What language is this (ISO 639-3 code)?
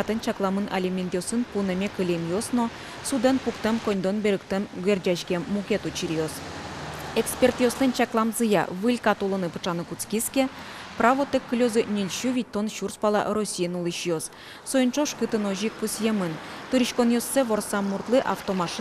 udm